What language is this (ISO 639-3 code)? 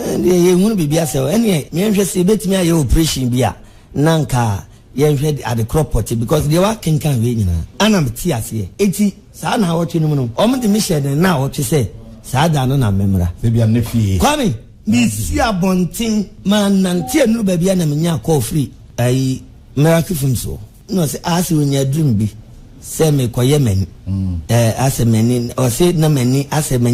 aka